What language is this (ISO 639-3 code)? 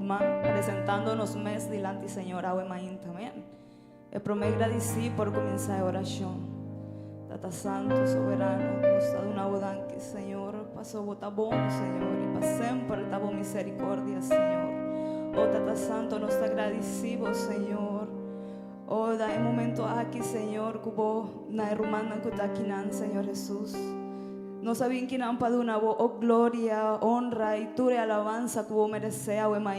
pap